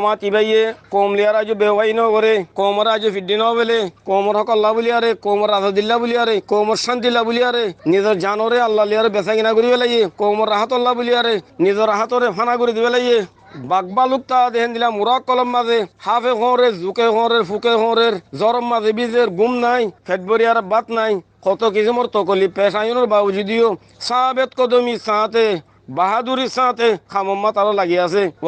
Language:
Rohingya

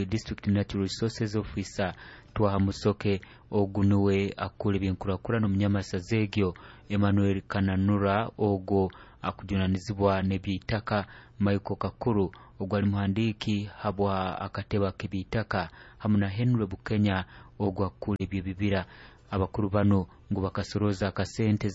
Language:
Nyoro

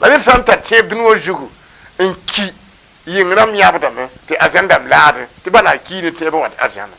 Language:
Mossi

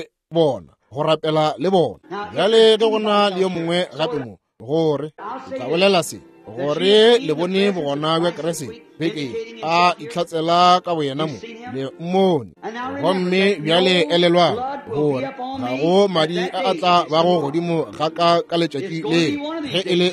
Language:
Northern Sotho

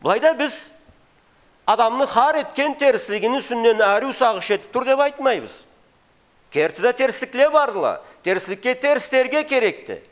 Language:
Karachay-Balkar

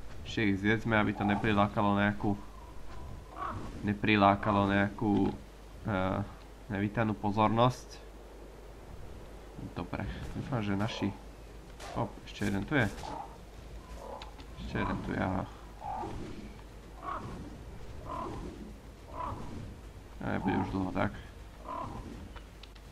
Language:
Slovak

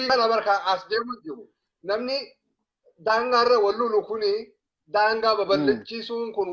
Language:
Oromo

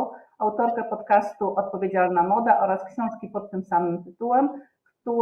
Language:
Polish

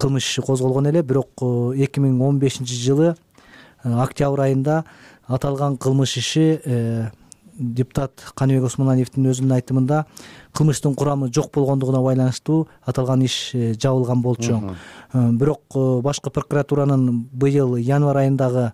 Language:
Kyrgyz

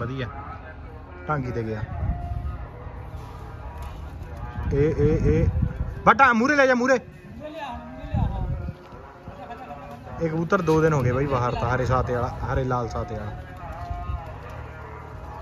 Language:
Punjabi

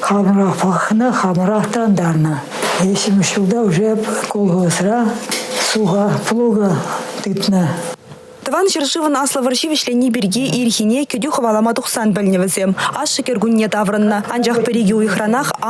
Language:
Chuvash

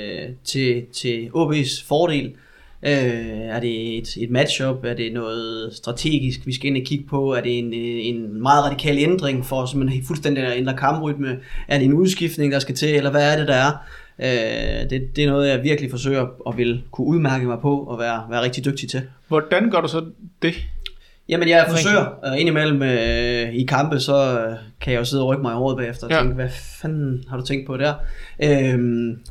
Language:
Danish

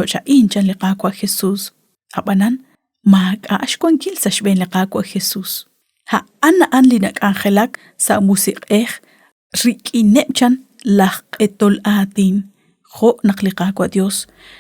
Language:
Kekchí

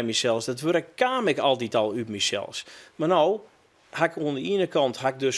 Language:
Western Frisian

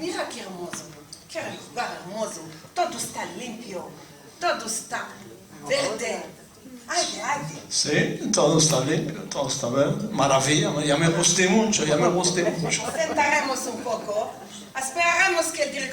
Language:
Ladino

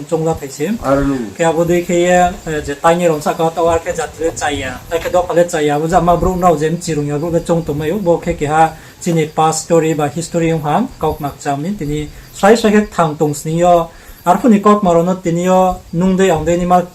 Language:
Riang (India)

